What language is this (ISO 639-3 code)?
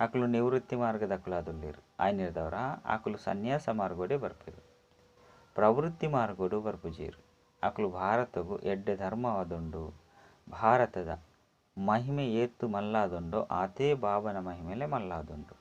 tcy